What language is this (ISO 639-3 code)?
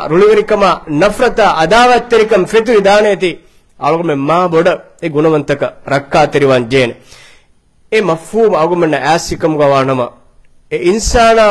div